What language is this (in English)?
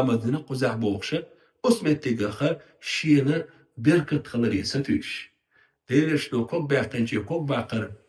Chechen